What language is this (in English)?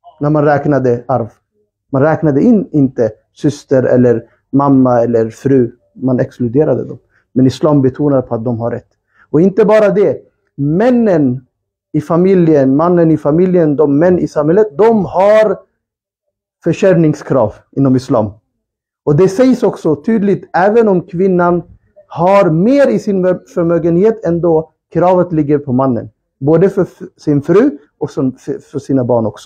Swedish